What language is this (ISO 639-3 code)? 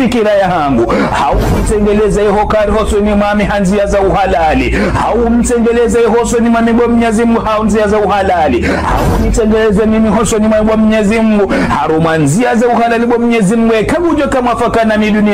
zdj